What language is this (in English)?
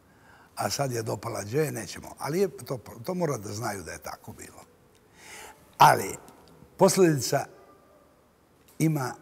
Bosnian